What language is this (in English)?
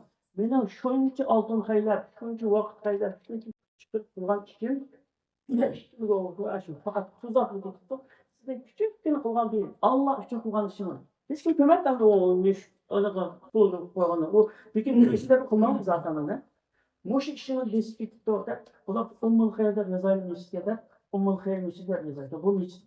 Uyghur